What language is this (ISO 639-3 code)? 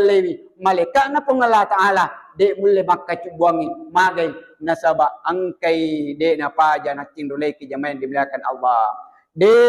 bug